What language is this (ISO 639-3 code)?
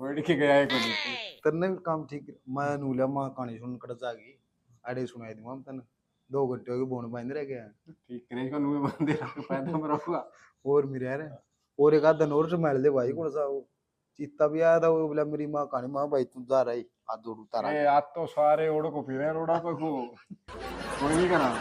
bgc